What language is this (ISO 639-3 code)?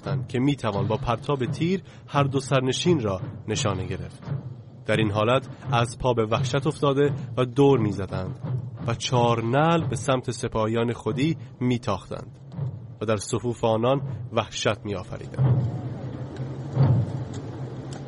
fas